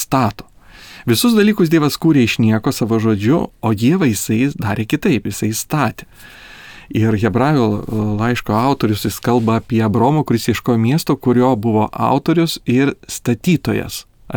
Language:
Lithuanian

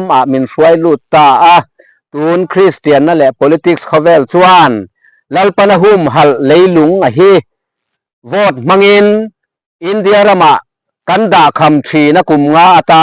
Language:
Mizo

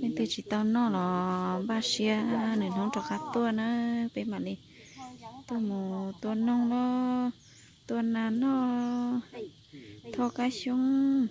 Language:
Hmong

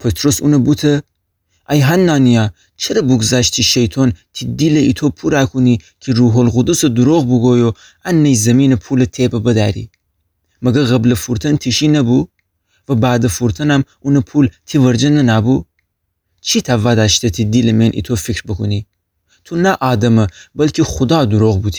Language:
Gilaki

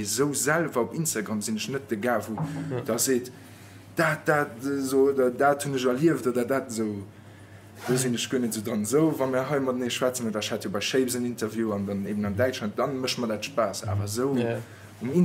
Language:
Luxembourgish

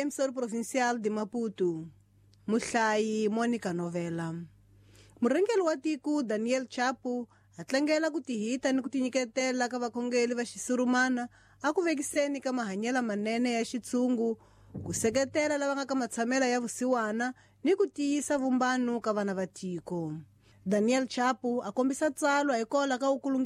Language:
Tsonga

